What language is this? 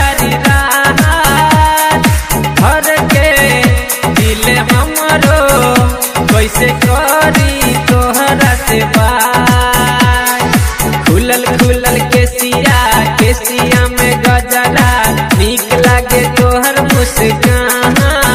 Bhojpuri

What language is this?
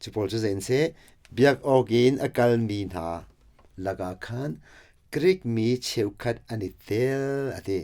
Hakha Chin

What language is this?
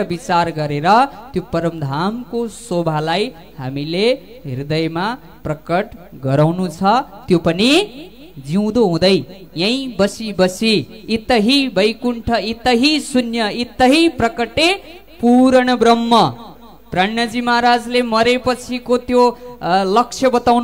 Nepali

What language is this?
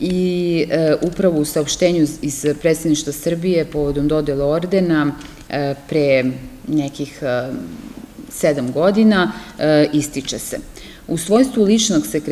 Serbian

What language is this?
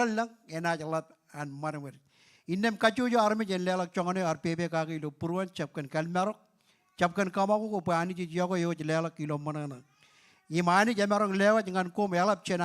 Marshallese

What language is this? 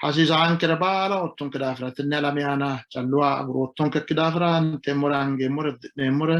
Sidamo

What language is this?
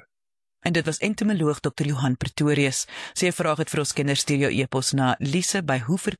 Afrikaans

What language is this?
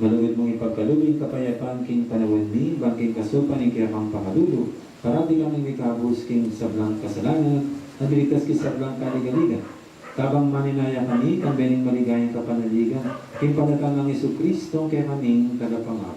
Pampanga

